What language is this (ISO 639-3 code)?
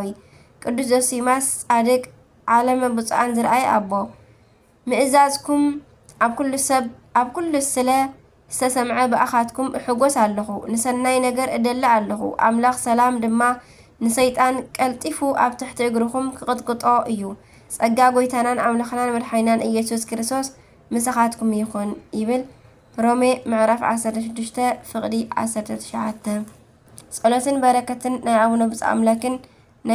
tir